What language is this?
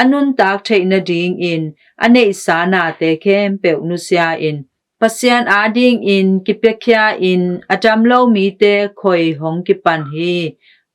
Tedim Chin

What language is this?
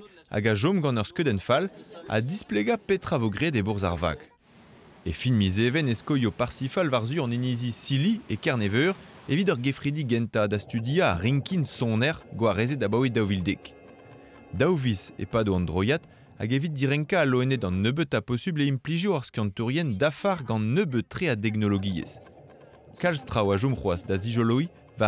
Breton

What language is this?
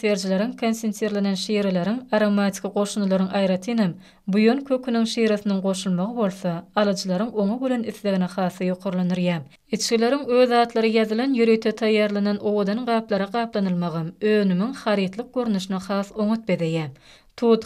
Turkmen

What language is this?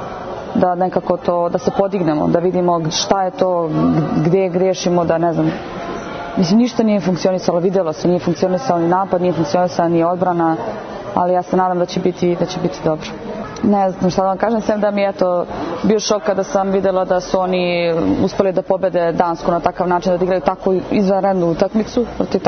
Serbian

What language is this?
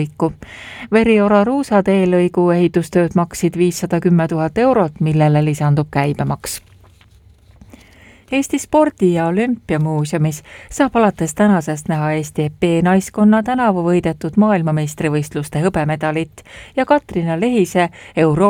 Estonian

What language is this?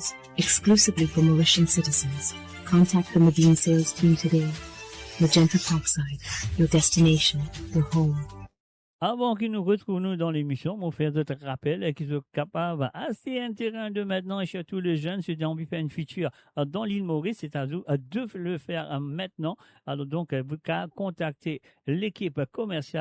Morisyen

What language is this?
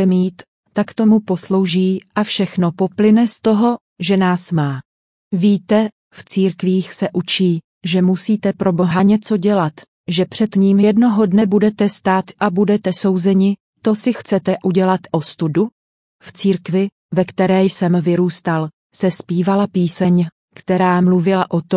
Czech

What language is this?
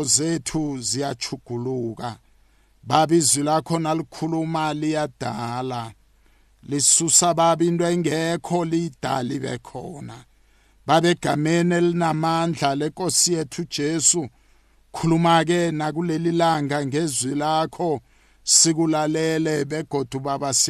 South Ndebele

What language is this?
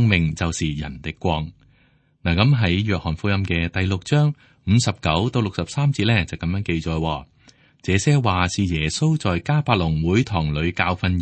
Cantonese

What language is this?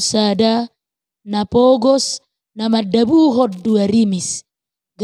Batak Toba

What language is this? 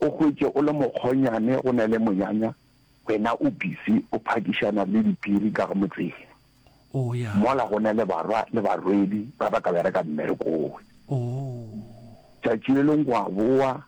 Northern Sotho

